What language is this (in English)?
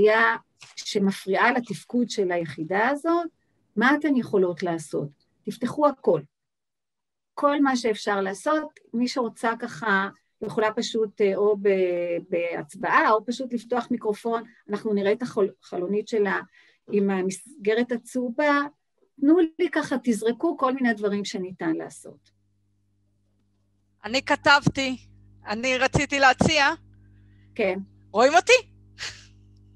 Hebrew